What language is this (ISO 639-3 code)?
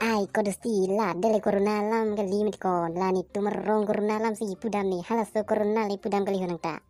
mjw